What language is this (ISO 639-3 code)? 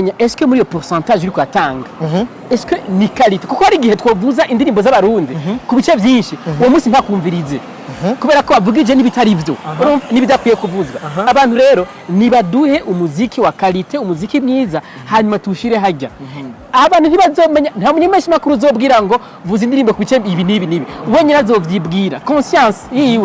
run